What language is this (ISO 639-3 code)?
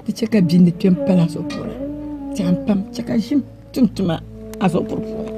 dag